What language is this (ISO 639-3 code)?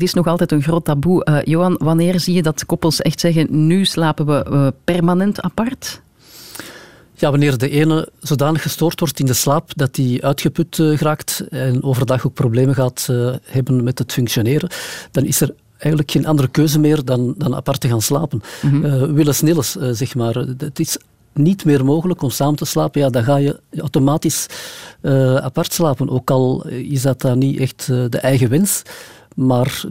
nld